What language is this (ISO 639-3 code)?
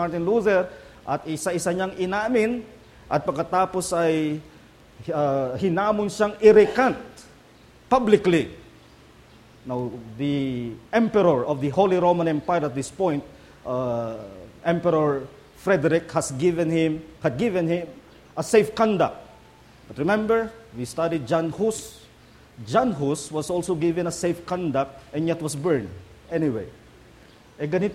fil